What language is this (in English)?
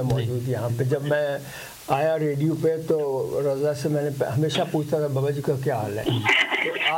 Urdu